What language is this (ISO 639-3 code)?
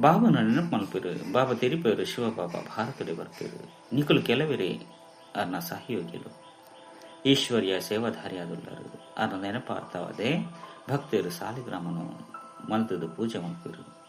tcy